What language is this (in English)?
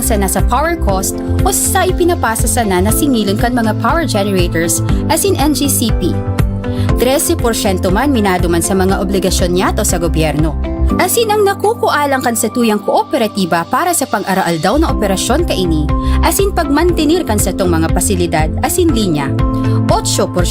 Bikol